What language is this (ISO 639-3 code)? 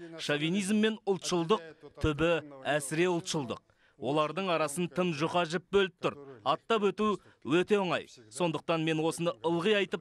kaz